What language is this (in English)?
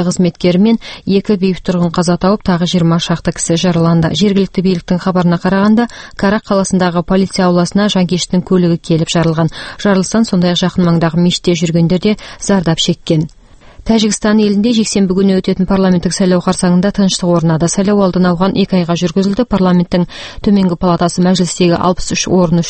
Kazakh